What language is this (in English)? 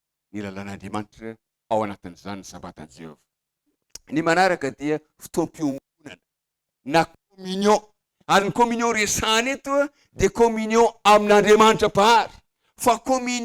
Malagasy